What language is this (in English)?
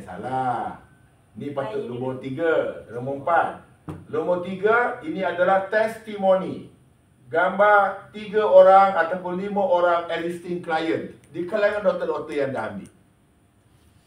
Malay